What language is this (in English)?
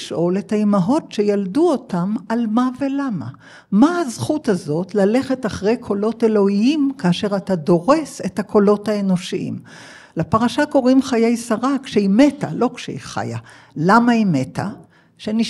Hebrew